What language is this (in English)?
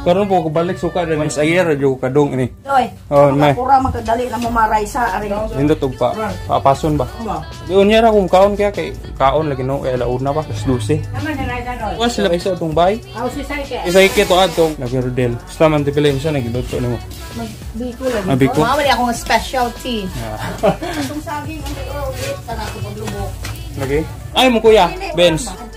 Cebuano